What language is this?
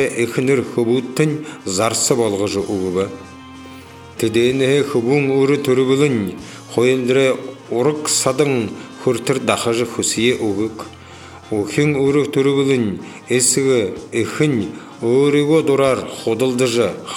Buriat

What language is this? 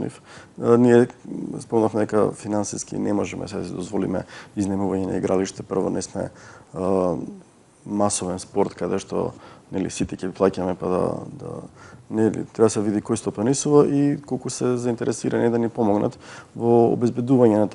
Macedonian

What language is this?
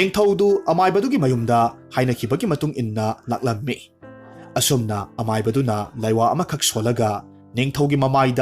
Manipuri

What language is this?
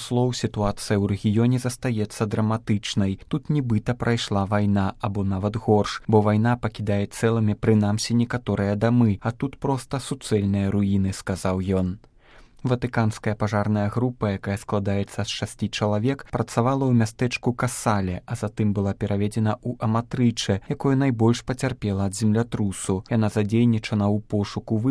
Belarusian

